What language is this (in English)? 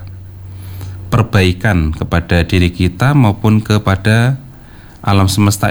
Indonesian